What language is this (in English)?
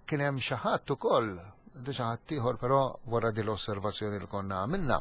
Maltese